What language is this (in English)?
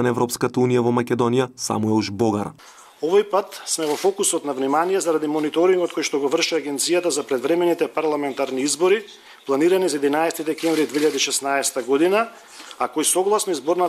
Macedonian